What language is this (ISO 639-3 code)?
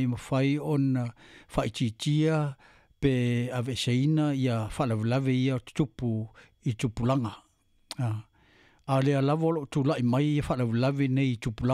smo